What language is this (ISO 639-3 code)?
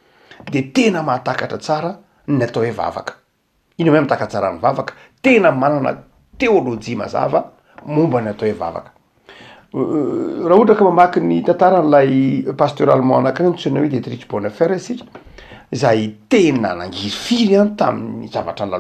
mlg